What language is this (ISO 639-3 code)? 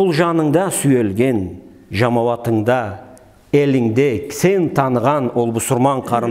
krc